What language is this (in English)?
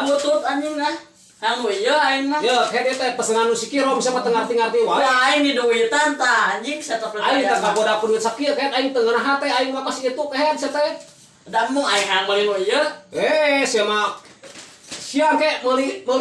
Sundanese